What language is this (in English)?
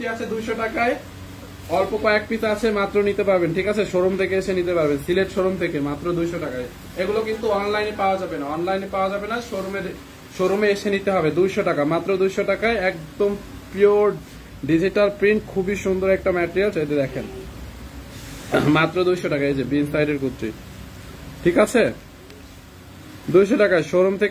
Bangla